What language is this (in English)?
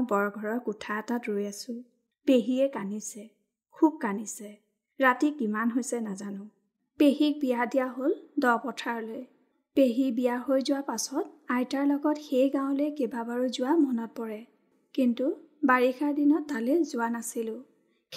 Assamese